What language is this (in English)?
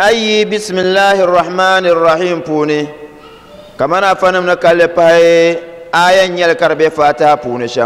Dagbani